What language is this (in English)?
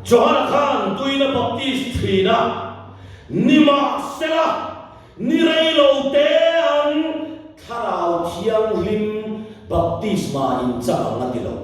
Mizo